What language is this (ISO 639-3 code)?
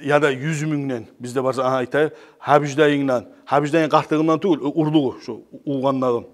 kum